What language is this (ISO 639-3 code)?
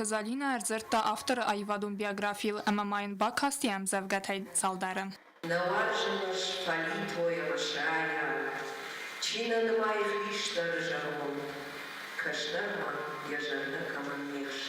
oss